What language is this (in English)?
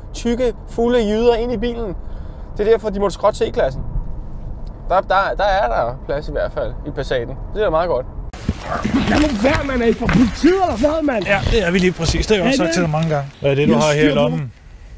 Danish